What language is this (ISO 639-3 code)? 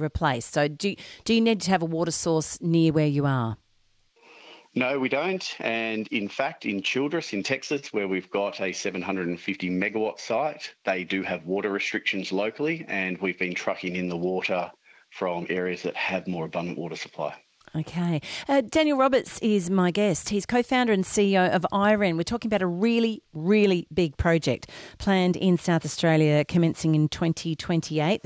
eng